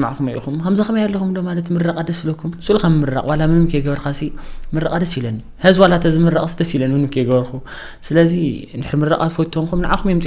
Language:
Tigrinya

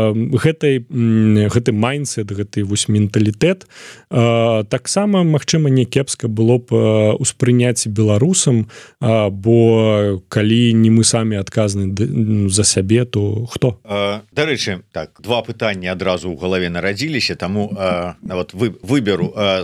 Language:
Belarusian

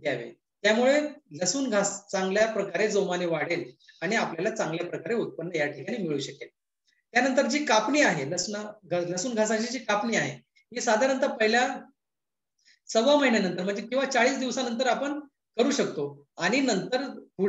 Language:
Marathi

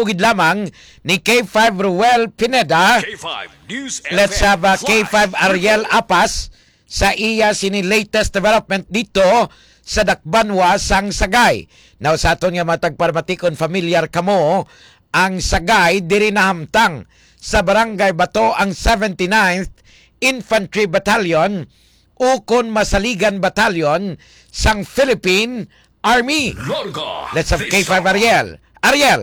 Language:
Hiligaynon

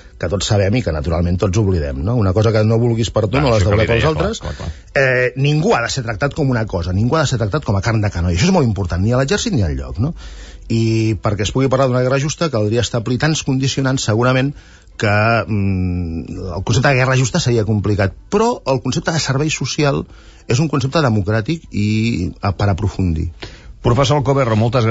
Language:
Catalan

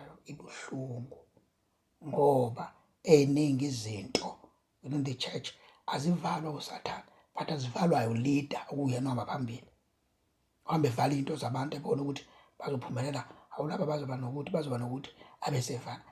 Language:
Zulu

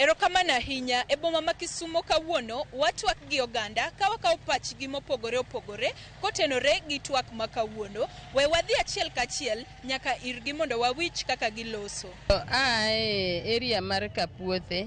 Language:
Luo (Kenya and Tanzania)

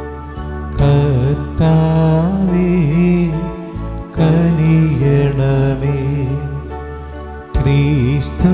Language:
Malayalam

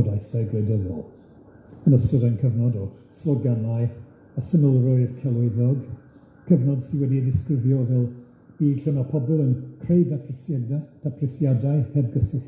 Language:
Welsh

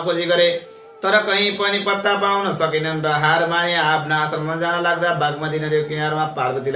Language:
Nepali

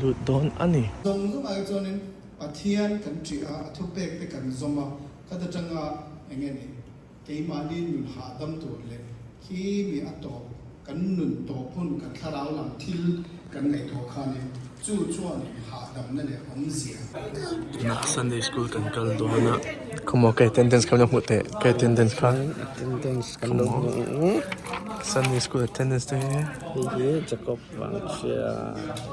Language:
Mizo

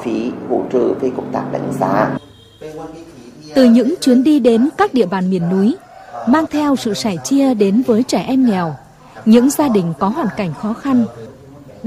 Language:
Vietnamese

